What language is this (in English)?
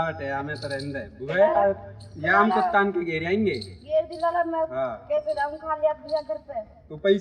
Braj